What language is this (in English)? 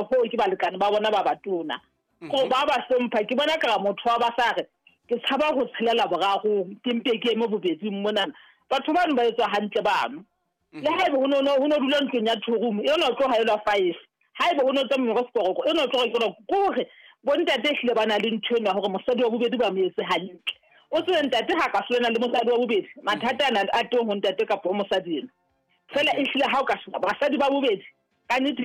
Southern Sotho